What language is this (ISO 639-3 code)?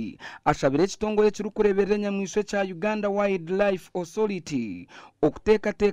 nyn